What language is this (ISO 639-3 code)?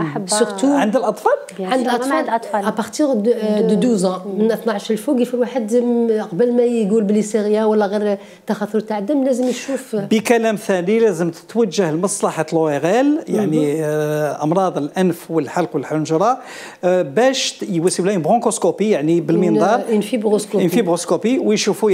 arq